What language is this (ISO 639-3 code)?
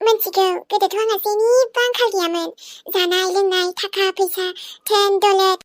brx